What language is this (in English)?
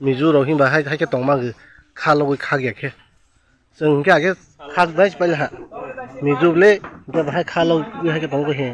Kok Borok